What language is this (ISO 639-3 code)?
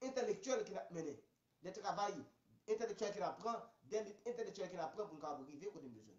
hat